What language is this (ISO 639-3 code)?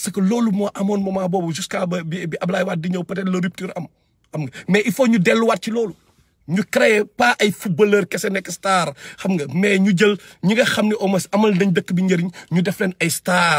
wol